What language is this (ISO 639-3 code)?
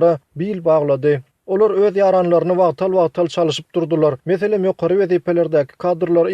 tuk